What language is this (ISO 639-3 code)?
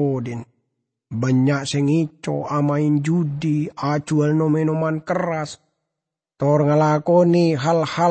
mad